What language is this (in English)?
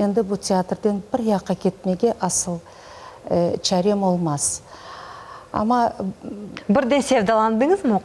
Crimean Tatar